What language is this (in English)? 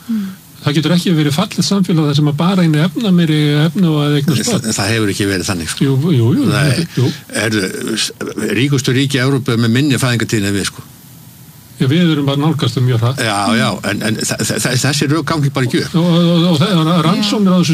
Icelandic